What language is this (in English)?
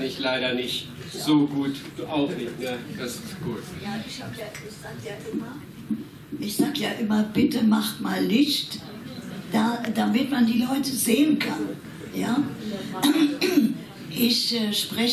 German